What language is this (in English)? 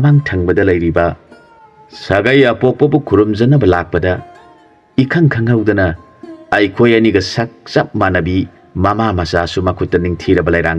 Manipuri